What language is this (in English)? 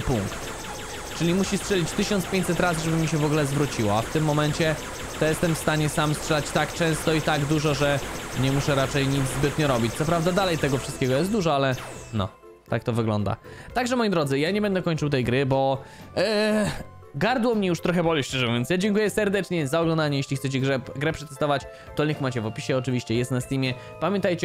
Polish